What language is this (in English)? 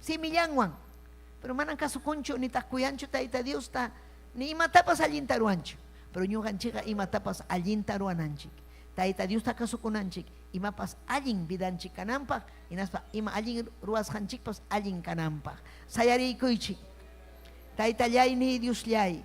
Ayacucho Quechua